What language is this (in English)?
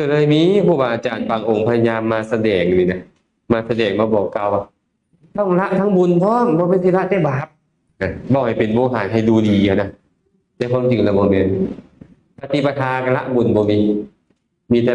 Lao